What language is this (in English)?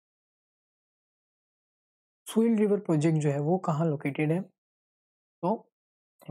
Hindi